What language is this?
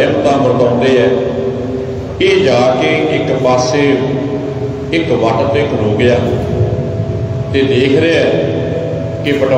Punjabi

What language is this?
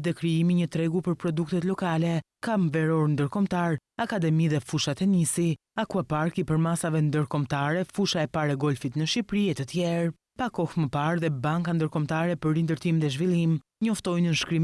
Albanian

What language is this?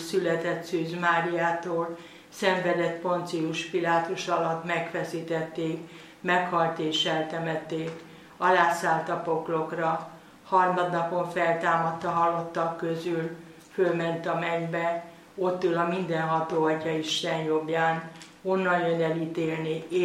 Hungarian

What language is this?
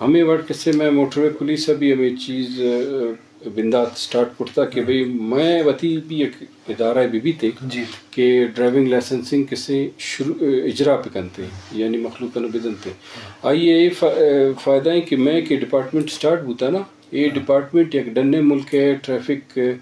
Eastern Balochi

